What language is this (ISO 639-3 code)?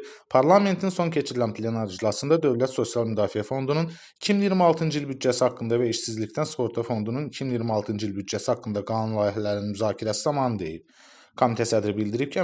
aze